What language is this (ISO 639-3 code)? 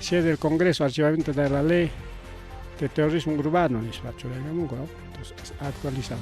quy